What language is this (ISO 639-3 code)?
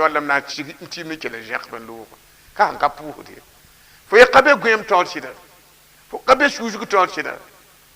mos